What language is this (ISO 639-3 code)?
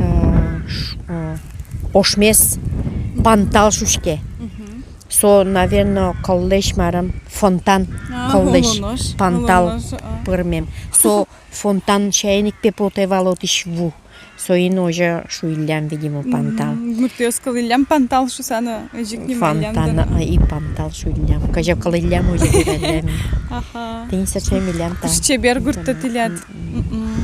udm